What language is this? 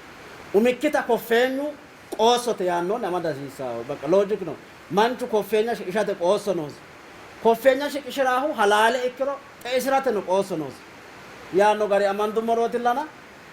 Sidamo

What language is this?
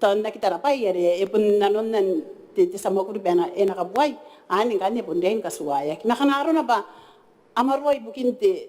Gilbertese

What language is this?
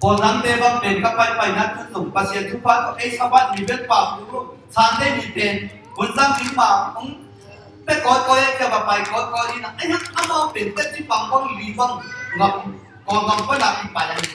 Tedim Chin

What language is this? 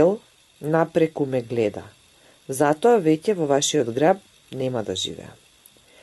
Macedonian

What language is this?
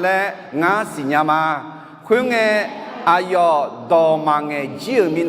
Akha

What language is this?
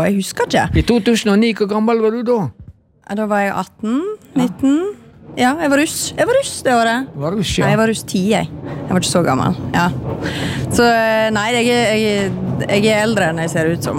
Norwegian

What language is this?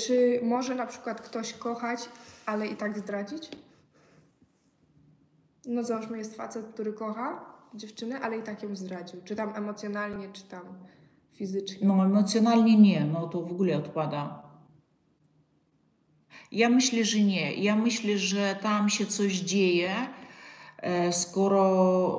Polish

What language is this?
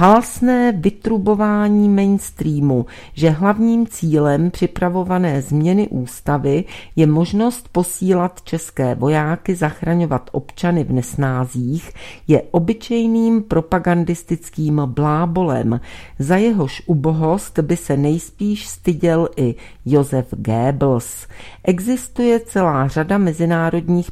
Czech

